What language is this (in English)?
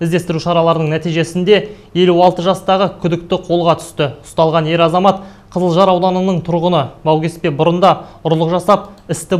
Kazakh